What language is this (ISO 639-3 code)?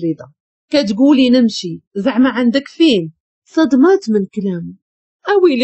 ary